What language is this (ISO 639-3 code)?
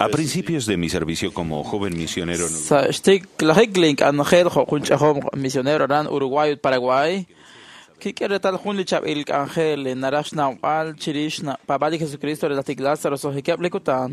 kek